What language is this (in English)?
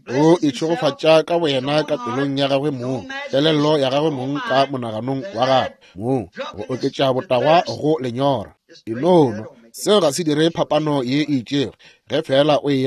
Northern Sotho